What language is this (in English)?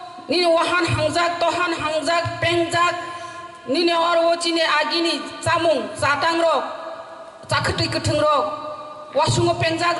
Kok Borok